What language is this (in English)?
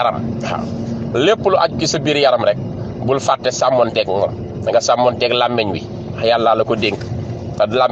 Wolof